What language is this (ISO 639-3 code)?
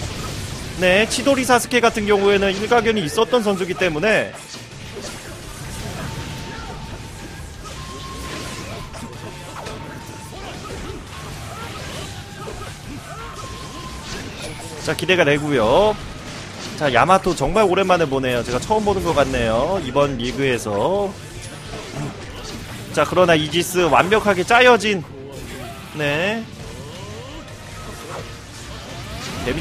kor